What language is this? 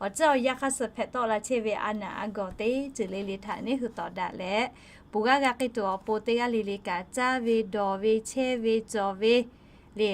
Lahu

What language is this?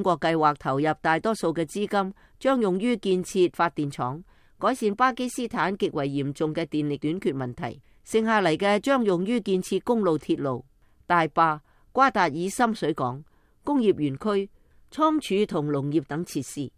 Cantonese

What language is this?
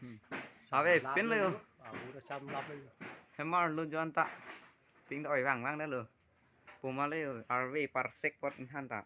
Karbi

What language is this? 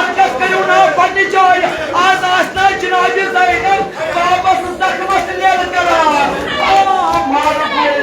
Kashmiri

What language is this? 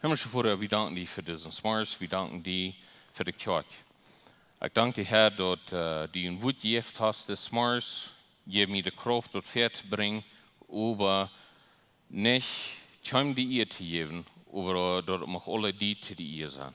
Plautdietsch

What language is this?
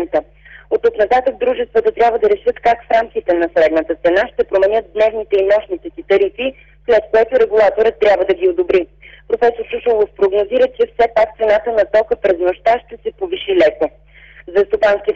Bulgarian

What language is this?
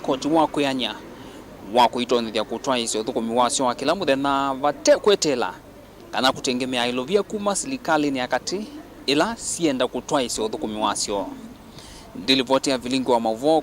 Kamba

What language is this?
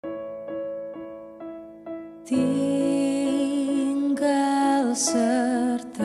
Nias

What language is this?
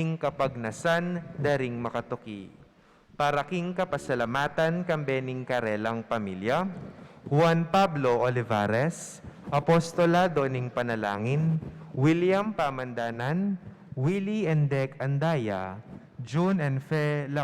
Pampanga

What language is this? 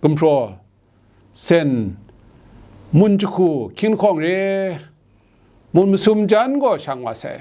Kachin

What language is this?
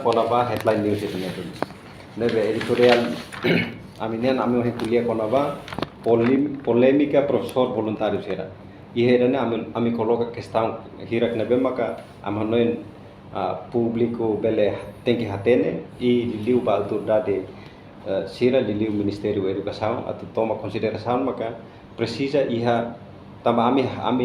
Tetum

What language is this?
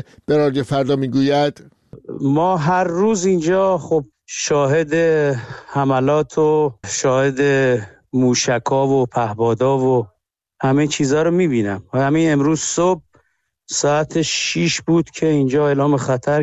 Persian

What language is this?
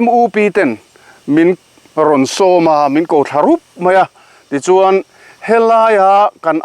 Mizo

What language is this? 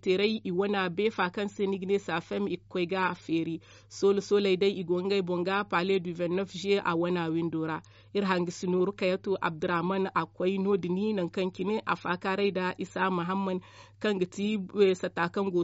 Zarma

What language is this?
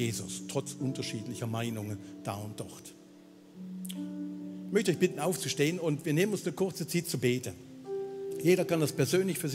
Swiss German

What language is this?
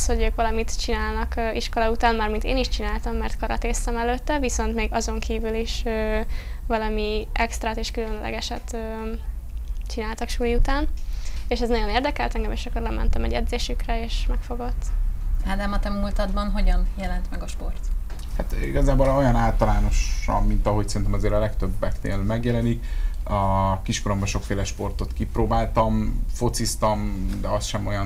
Hungarian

